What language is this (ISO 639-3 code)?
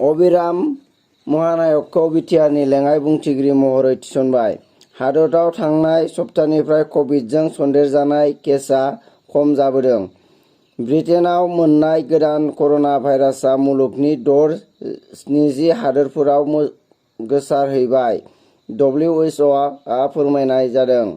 brx